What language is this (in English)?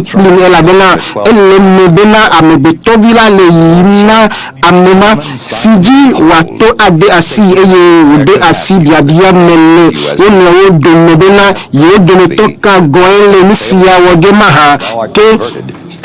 Ewe